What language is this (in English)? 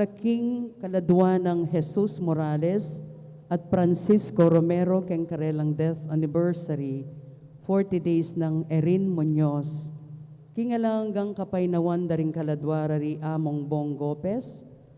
Pampanga